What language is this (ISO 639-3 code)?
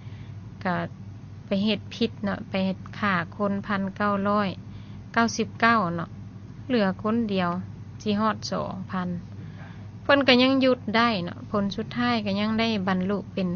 lao